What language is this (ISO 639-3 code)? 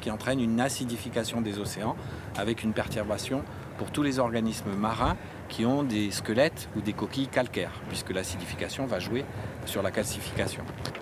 fra